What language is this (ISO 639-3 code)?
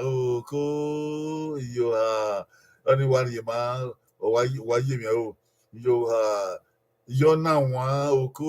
bin